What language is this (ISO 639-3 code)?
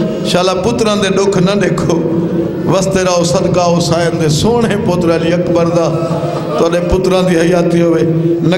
skr